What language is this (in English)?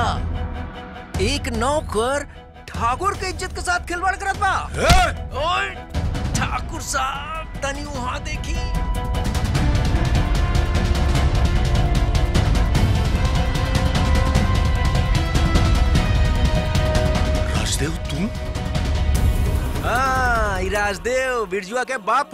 Bhojpuri